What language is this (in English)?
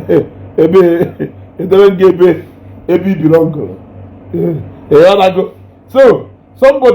Igbo